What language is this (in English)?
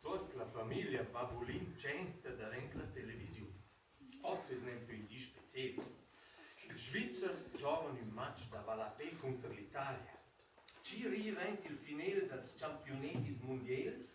Romansh